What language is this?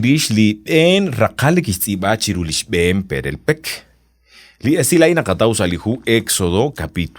Kekchí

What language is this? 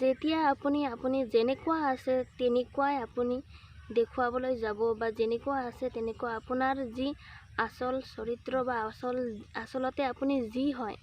Assamese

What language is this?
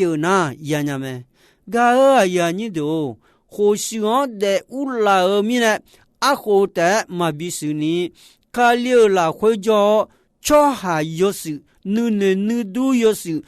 Akha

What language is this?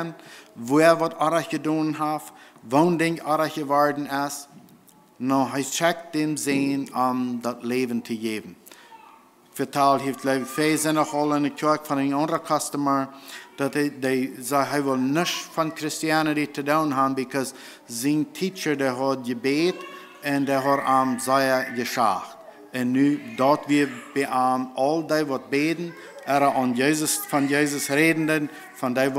Plautdietsch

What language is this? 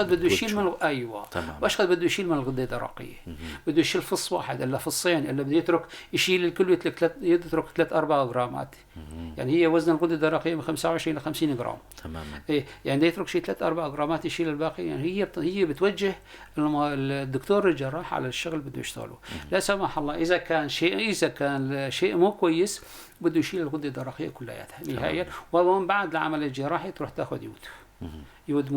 North Levantine Arabic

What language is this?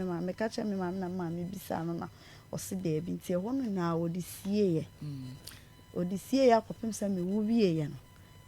Akan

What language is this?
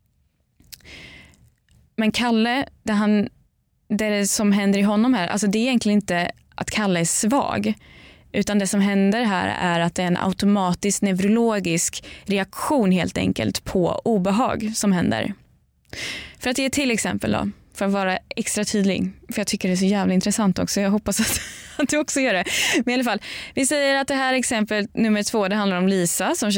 Swedish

